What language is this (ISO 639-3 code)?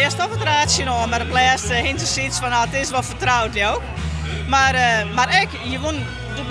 fry